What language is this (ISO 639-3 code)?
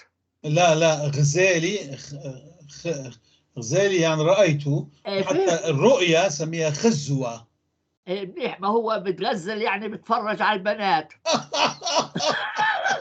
apc